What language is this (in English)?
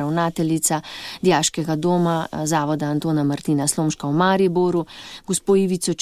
Slovenian